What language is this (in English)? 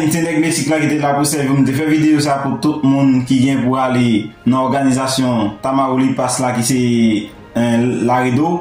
Haitian Creole